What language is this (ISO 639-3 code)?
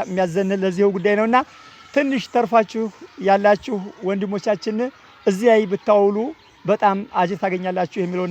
amh